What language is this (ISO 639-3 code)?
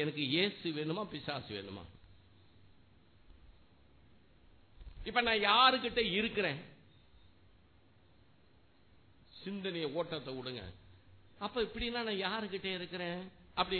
tam